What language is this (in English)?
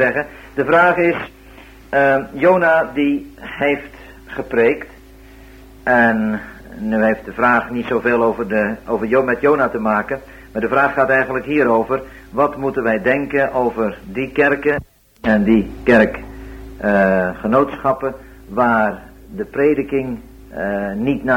Dutch